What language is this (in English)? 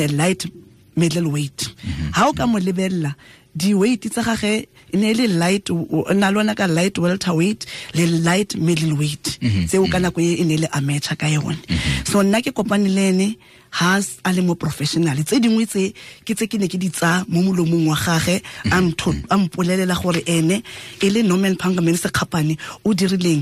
Tswana